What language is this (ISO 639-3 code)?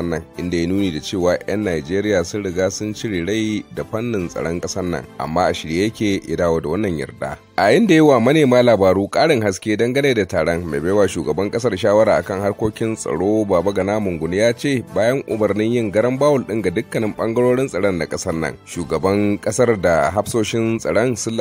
hau